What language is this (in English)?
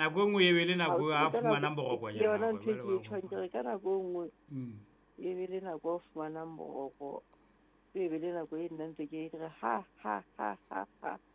Southern Sotho